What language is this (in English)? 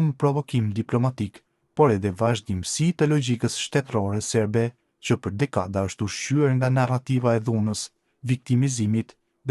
Albanian